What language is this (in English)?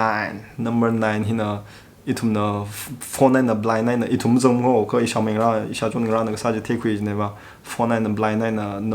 Tangkhul Naga (India)